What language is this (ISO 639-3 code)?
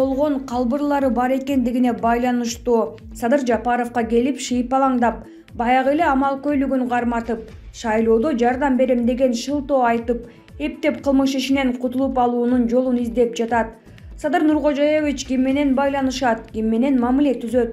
kir